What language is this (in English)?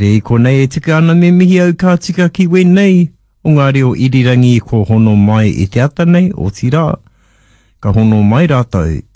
Māori